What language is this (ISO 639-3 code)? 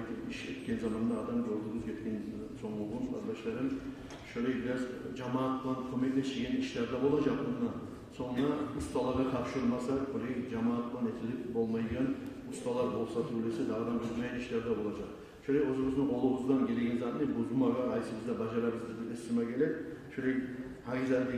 kum